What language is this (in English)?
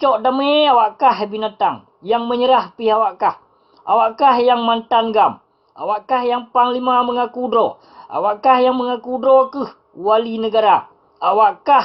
Achinese